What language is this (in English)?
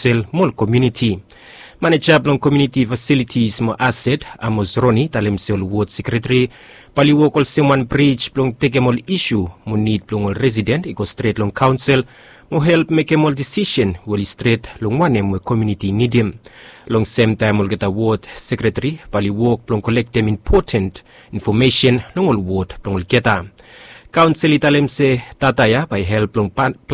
Bislama